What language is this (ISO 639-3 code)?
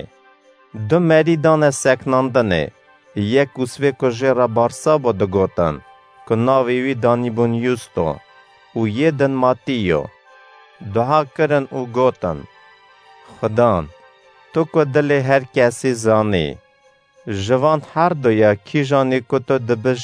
kur